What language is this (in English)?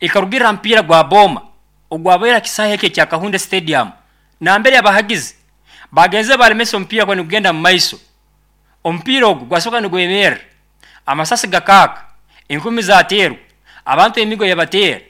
Nyoro